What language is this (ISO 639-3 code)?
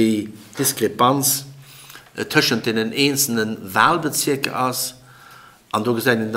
ltz